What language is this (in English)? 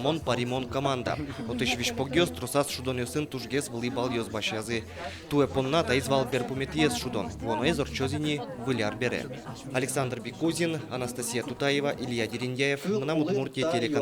Udmurt